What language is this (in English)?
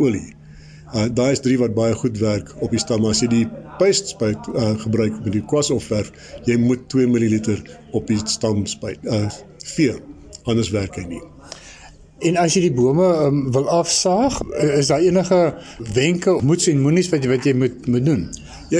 Afrikaans